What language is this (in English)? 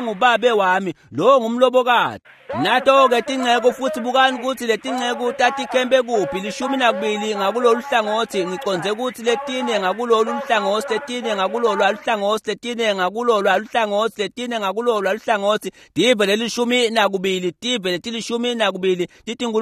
Swati